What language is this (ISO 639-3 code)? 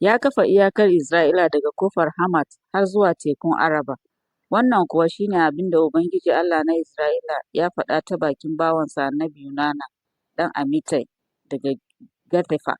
hau